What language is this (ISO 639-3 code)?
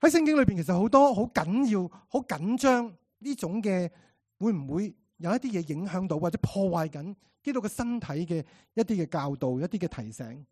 yue